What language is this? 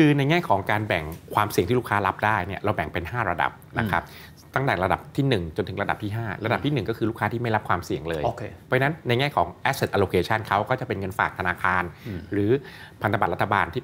Thai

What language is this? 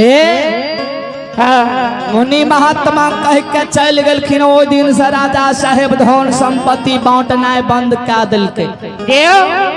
Maithili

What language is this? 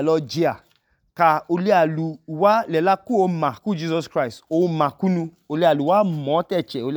Idoma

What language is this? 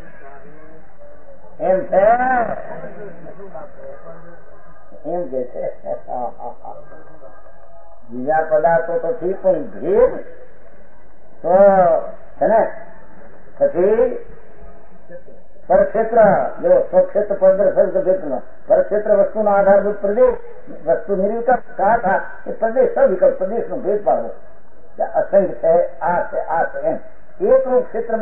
Gujarati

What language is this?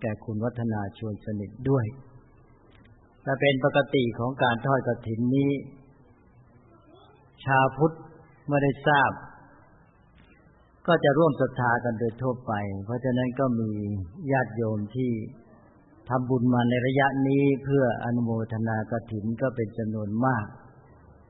Thai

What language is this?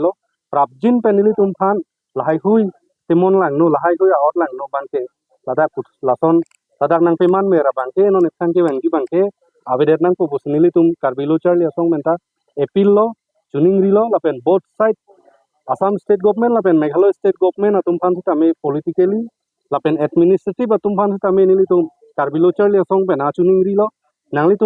Karbi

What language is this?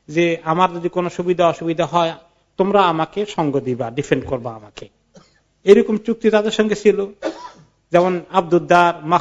Bangla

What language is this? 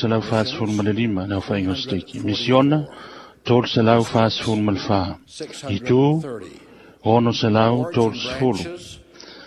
Samoan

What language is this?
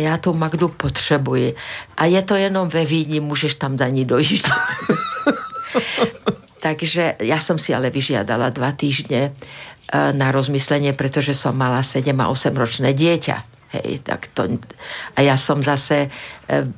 Slovak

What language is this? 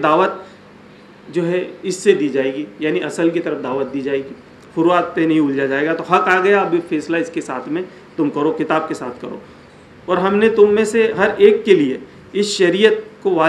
Urdu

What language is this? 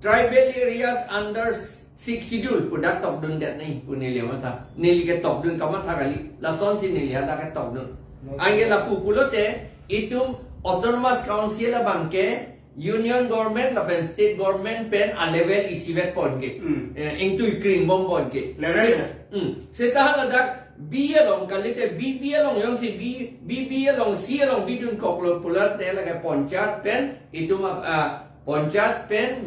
Karbi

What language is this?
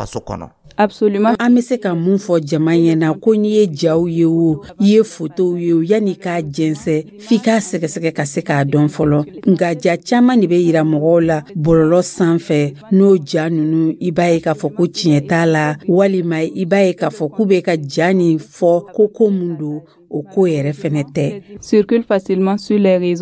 Dyula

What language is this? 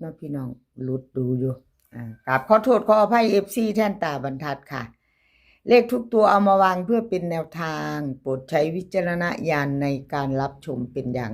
Northeastern Thai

